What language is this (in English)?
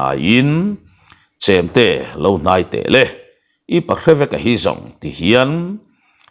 Mizo